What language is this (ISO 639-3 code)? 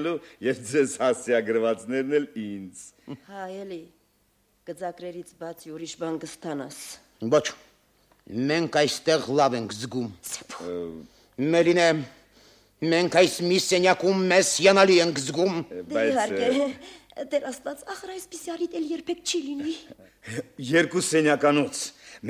hye